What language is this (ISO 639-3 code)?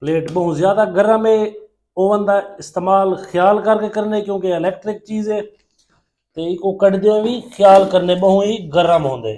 skr